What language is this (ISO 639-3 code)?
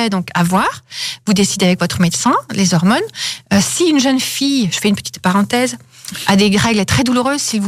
fra